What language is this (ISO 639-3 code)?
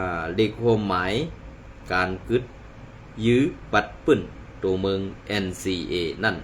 shn